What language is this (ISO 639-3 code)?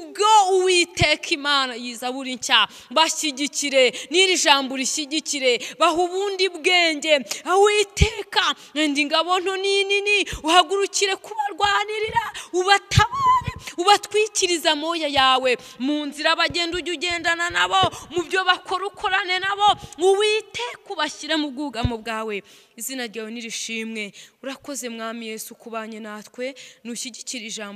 kin